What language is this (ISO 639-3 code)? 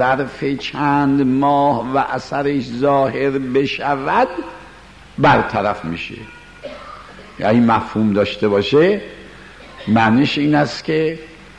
fas